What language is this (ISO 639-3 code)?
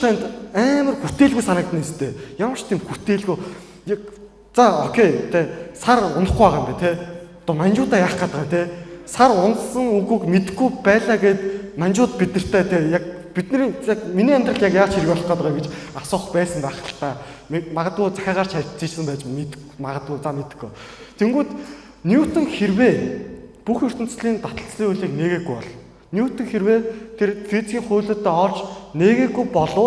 mon